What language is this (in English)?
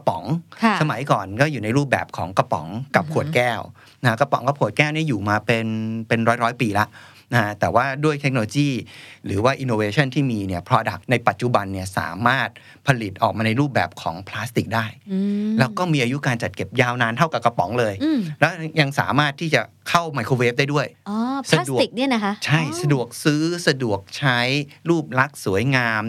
Thai